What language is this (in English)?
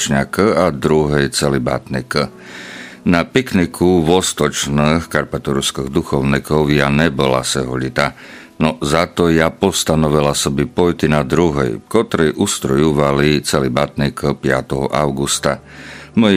Rusyn